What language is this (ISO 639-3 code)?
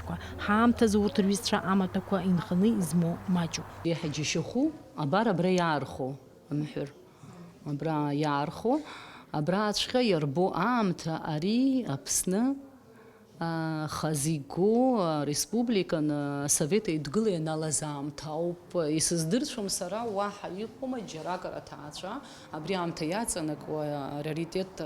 abk